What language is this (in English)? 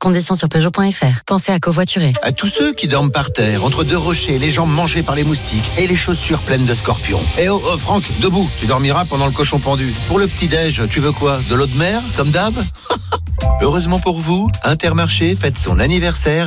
French